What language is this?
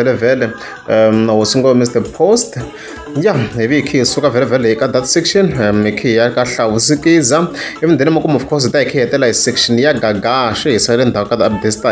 Tsonga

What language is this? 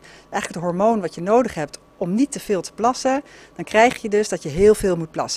Dutch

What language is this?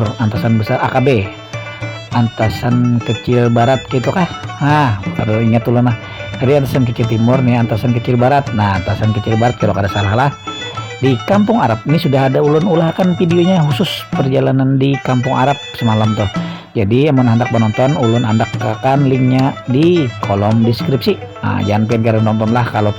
Banjar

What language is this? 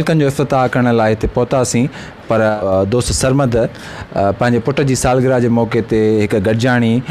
Sindhi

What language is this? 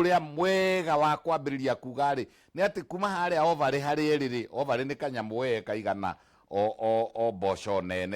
Kikuyu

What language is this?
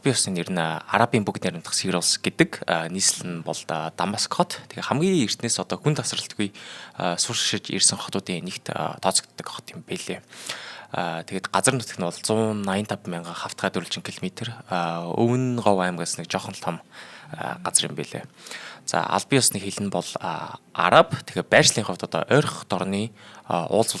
Mongolian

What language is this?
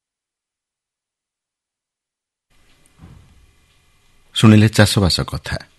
Odia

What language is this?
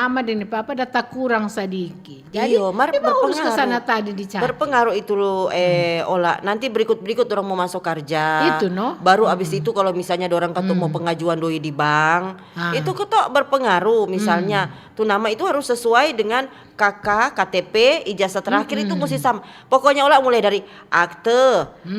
Manado Malay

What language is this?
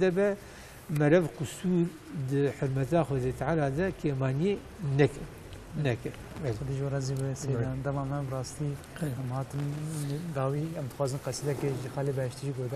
Kurdish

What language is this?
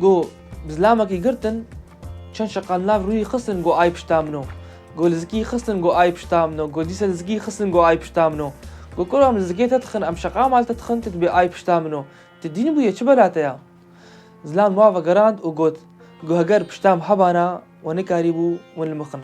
Kurdish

